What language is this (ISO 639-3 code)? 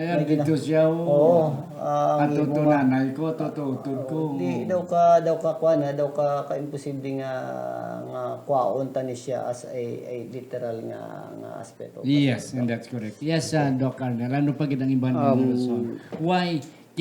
hil